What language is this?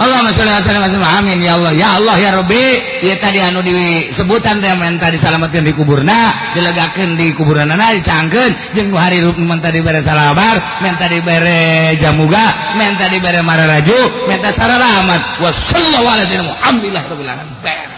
Sundanese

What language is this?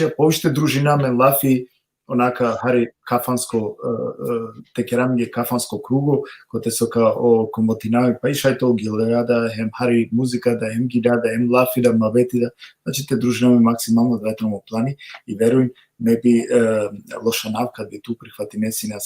Balkan Romani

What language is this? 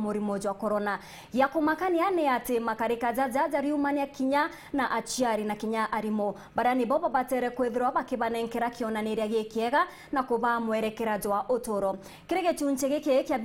Meru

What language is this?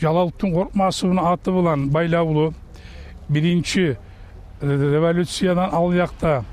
Kumyk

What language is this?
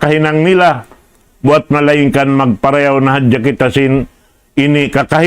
Tausug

